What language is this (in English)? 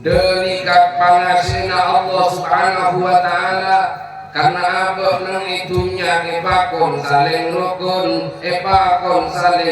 Madurese